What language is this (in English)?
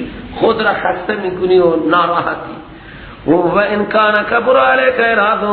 Persian